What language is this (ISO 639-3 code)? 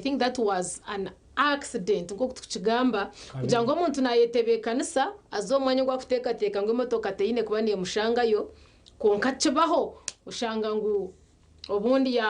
nyn